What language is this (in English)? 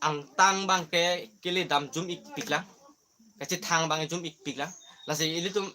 Karbi